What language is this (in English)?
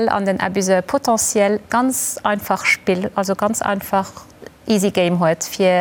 Luxembourgish